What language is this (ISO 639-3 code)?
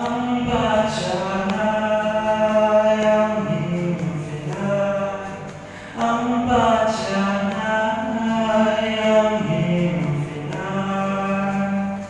trp